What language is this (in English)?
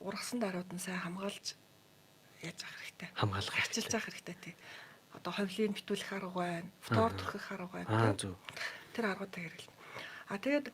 Mongolian